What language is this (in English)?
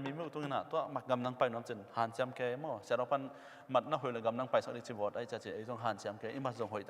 Tedim Chin